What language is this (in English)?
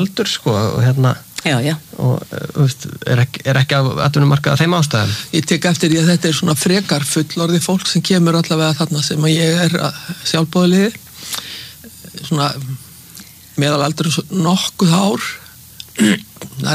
Icelandic